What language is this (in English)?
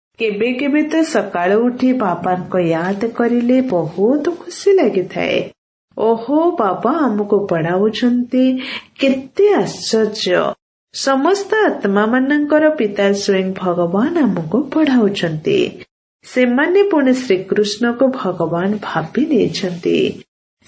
Odia